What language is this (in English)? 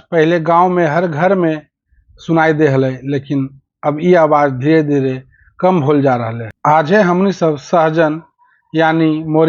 Magahi